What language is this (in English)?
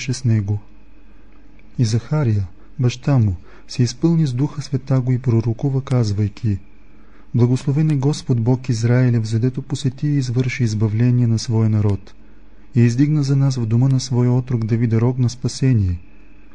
Bulgarian